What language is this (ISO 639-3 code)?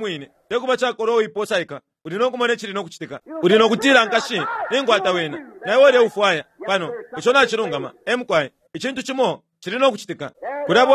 bem